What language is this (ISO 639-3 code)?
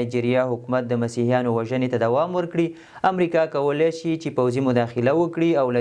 pus